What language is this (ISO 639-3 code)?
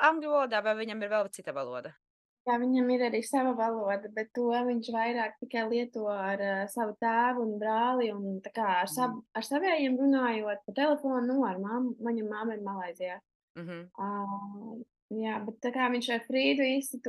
lav